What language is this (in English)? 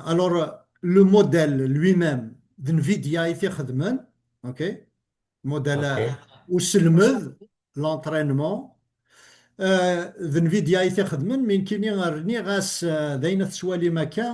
Kabyle